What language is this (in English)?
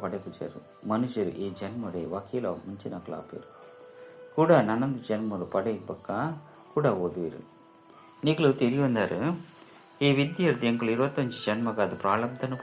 Tulu